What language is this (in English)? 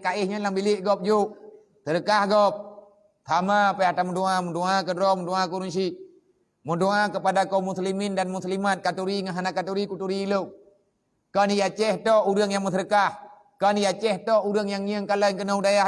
Achinese